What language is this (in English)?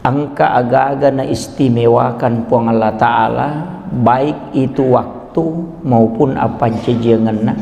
Buginese